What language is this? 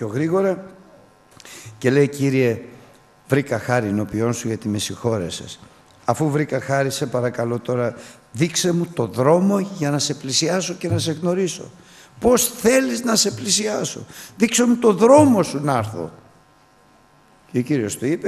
Greek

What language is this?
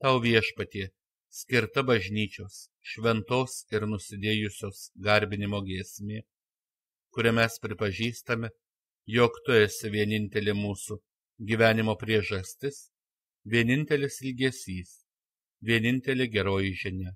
Lithuanian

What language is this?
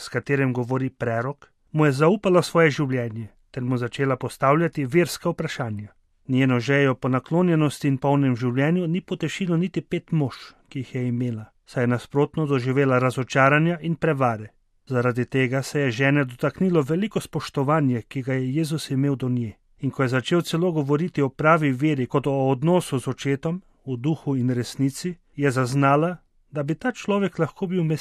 Slovenian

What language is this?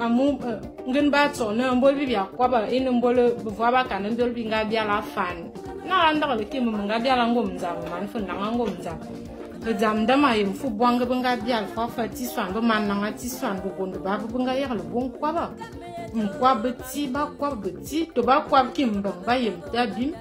Fang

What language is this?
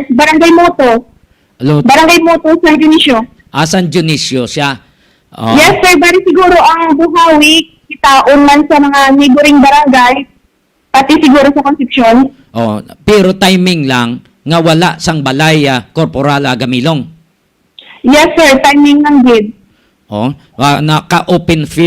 Hiligaynon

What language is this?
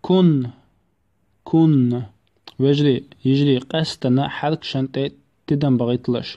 Chechen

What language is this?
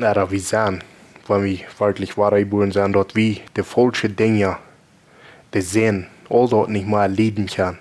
Plautdietsch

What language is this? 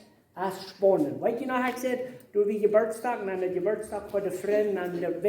Plautdietsch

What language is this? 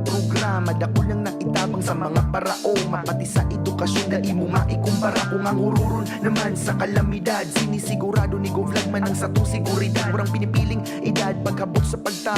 Bikol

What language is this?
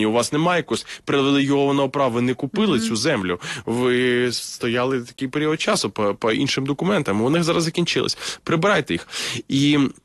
Ukrainian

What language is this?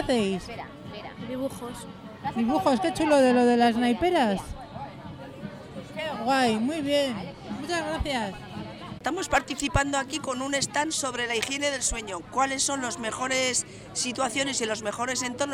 Spanish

